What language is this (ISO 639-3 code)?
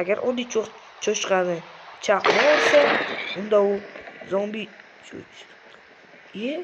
uzb